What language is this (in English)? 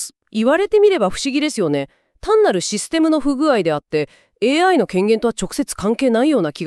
Japanese